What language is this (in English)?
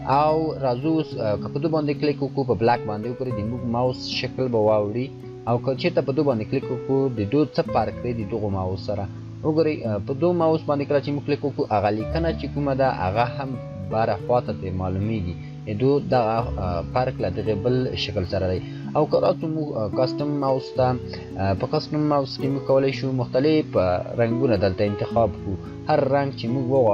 Pashto